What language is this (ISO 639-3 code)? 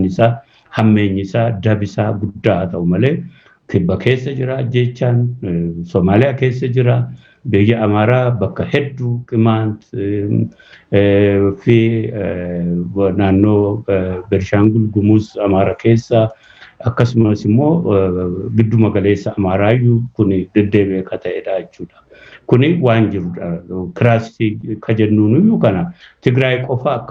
orm